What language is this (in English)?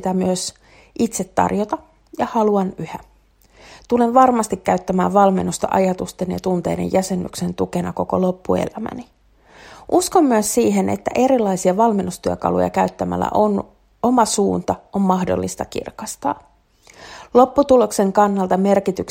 Finnish